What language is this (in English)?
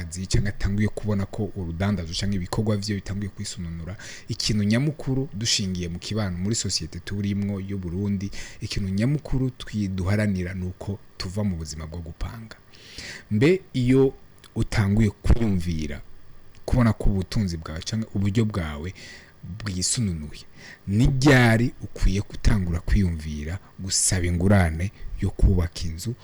Rundi